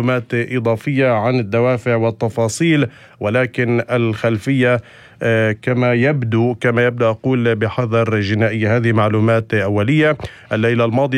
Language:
North Levantine Arabic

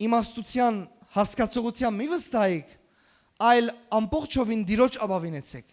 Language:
Western Armenian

